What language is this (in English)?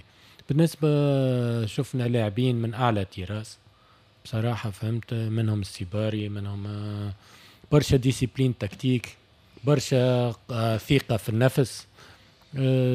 Tunisian Arabic